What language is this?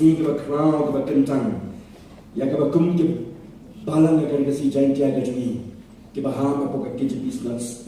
Khasi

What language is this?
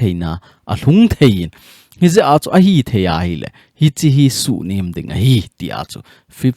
Thado Chin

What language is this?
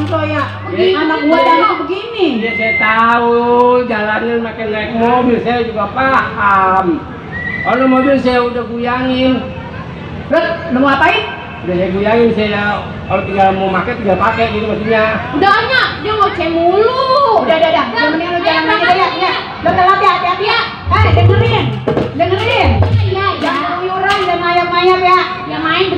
Betawi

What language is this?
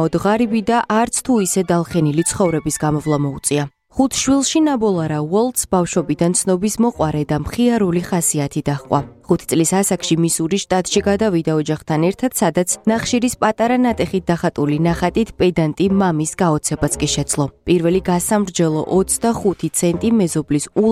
Georgian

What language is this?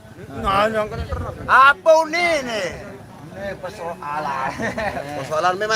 Sasak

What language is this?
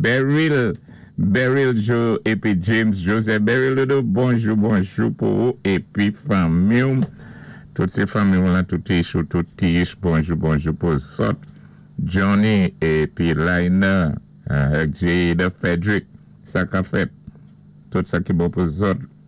Saint Lucian Creole French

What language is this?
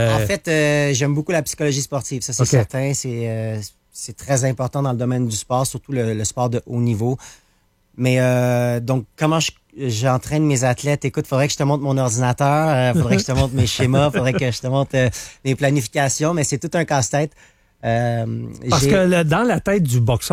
French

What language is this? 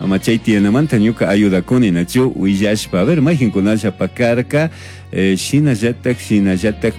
Chimborazo Highland Quichua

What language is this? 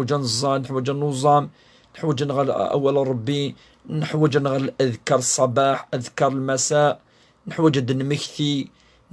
Kabyle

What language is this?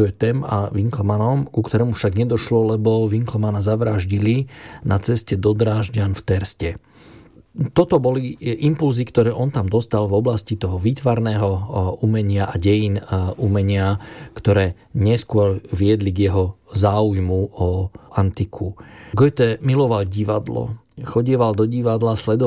Slovak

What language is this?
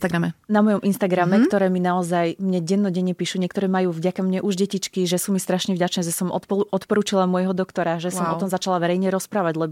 Slovak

